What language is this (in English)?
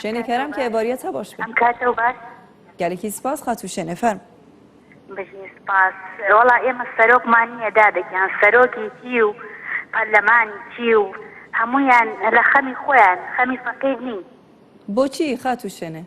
Central Kurdish